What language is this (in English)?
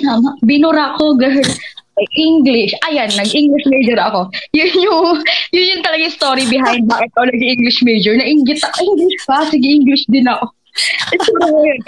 Filipino